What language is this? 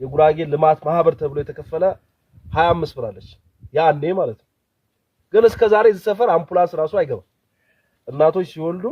Amharic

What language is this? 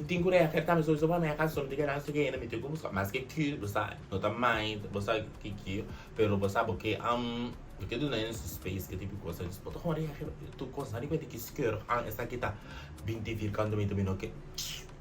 Papiamento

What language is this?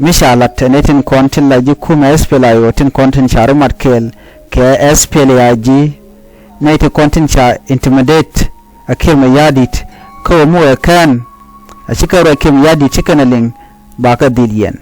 Nuer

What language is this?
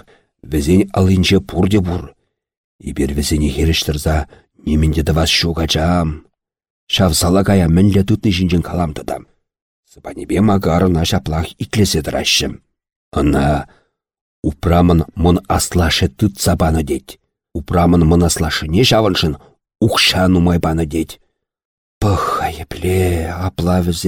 Chuvash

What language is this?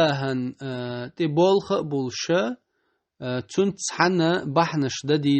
Chechen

